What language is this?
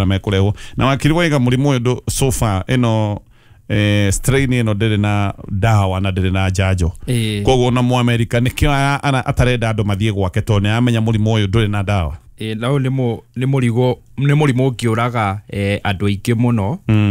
Kikuyu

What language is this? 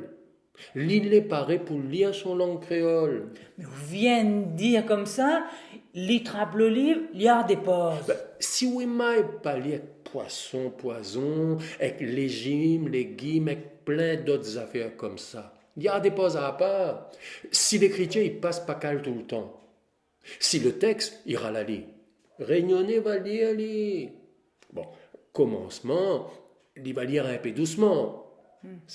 Réunion Creole French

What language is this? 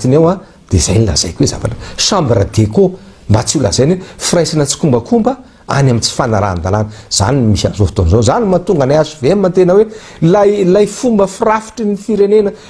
Malagasy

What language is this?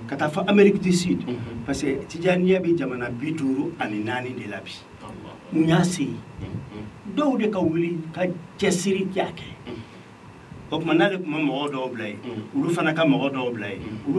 Bambara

